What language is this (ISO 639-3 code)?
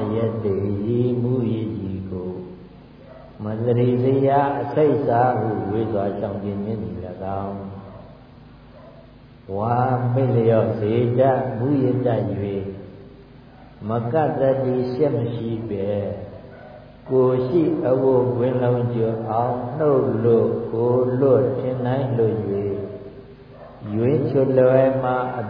mya